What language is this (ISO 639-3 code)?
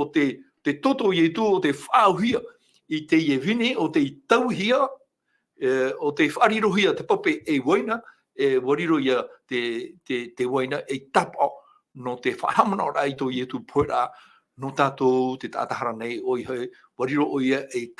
tah